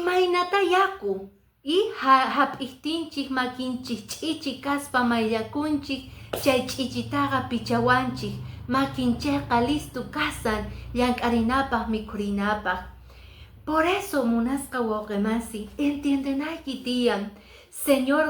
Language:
Quechua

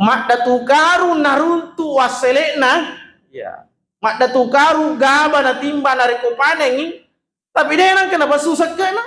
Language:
Buginese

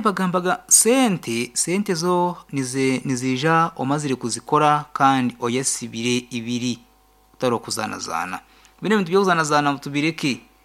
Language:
Nyankole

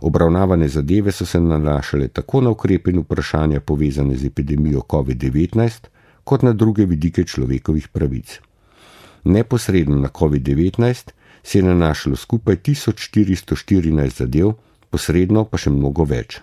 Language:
Slovenian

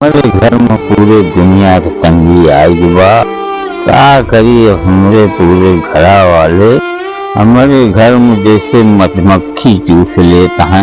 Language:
Awadhi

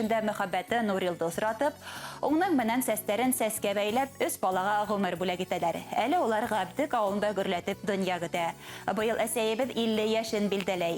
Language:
Bashkir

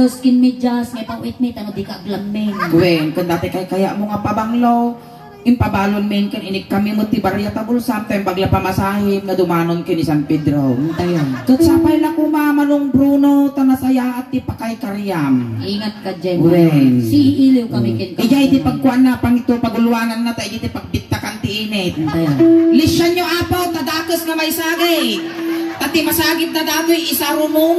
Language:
Iloko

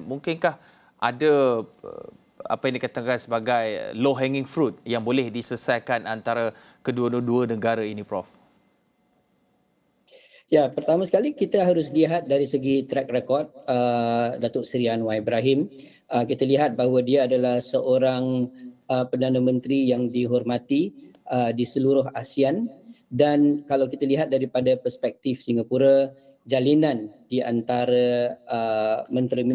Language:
Malay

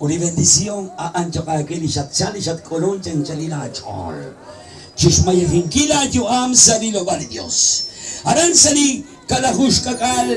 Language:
Kekchí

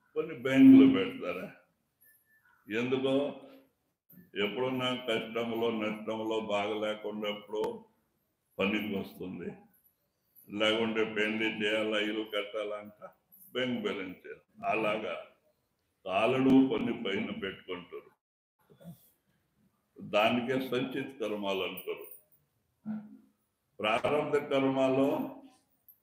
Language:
Telugu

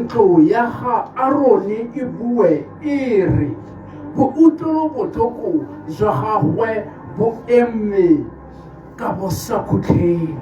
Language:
Tswana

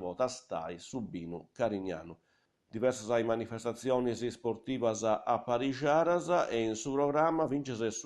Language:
Sardinian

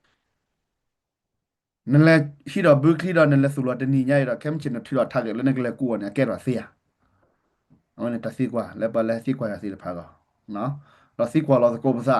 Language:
S'gaw Karen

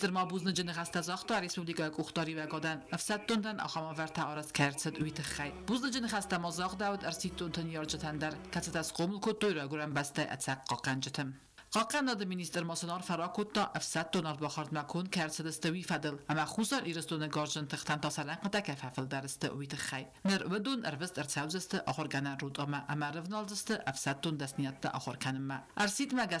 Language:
Ossetic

